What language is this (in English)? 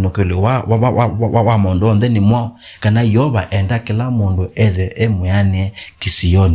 Kamba